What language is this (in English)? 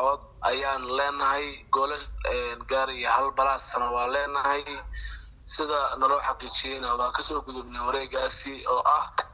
Somali